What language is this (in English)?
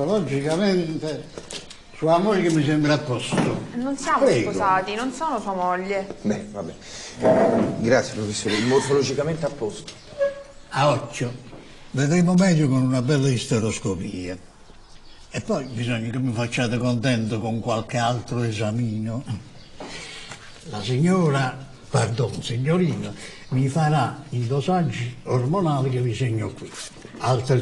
Italian